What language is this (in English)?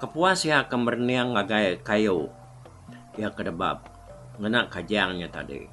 Iban